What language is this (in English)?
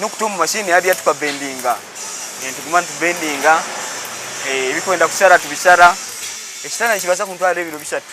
Nyankole